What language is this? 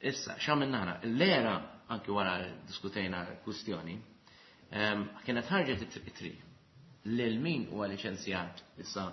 Maltese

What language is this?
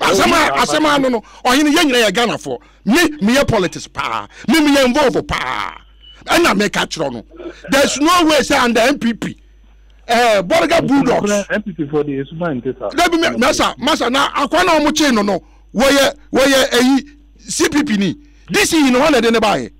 Akan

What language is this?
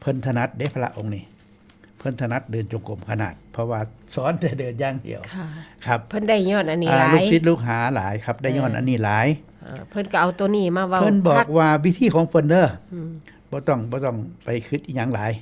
Northeastern Thai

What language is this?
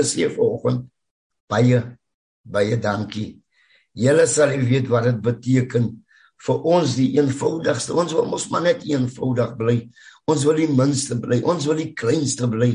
Afrikaans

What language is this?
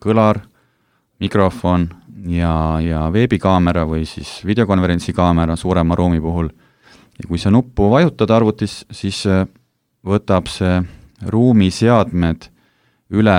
Estonian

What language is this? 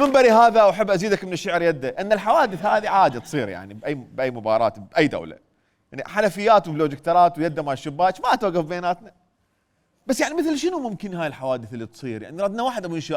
Mesopotamian Arabic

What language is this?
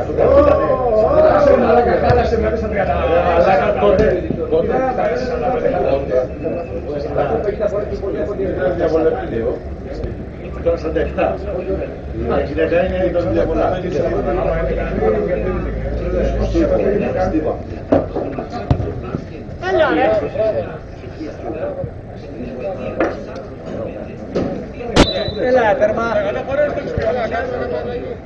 Greek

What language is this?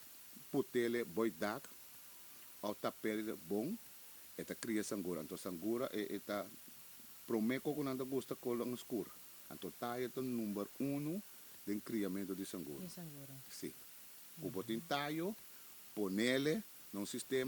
Papiamento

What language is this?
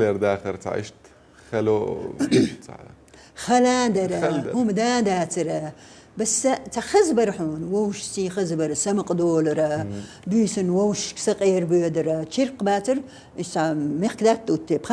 Chechen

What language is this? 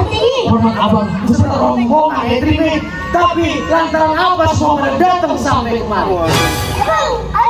Betawi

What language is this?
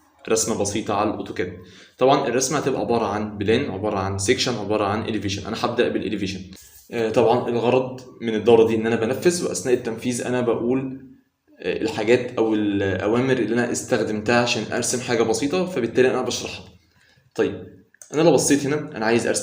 Egyptian Arabic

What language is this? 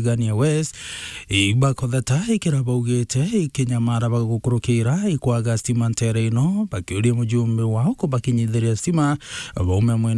Meru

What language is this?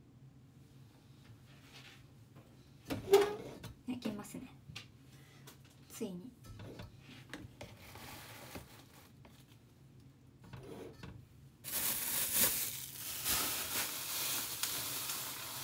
Japanese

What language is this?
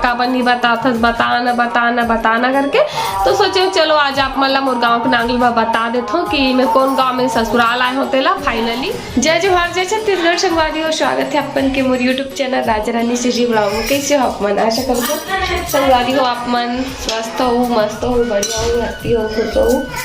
Chhattisgarhi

